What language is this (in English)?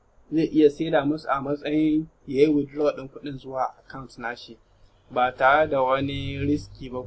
Hausa